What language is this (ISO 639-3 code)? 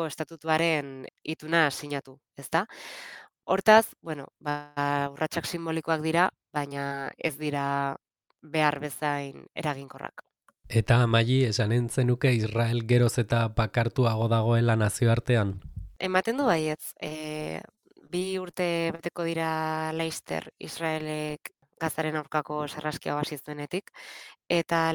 eus